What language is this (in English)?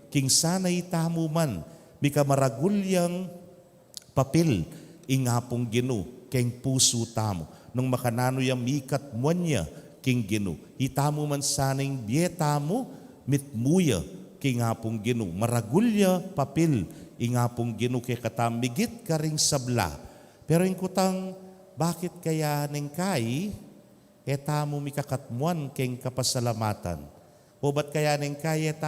Pampanga